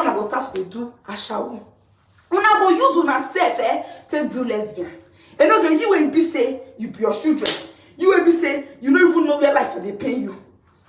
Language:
Nigerian Pidgin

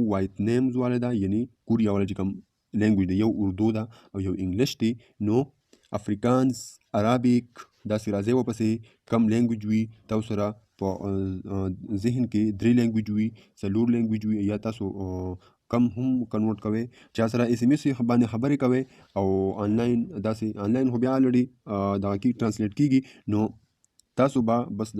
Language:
Pashto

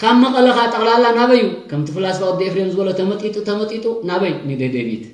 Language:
Tigrinya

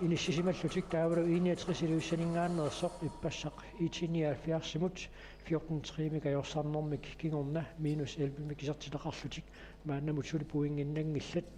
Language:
Kalaallisut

